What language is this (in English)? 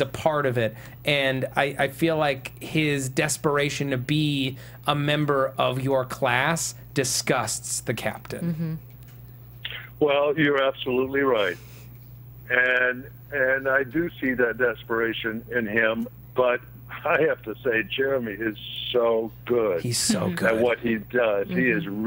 English